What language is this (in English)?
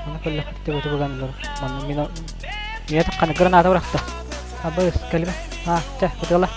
Yakut